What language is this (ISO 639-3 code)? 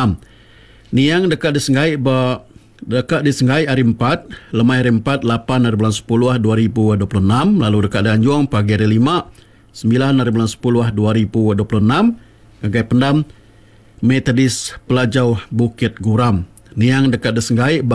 iba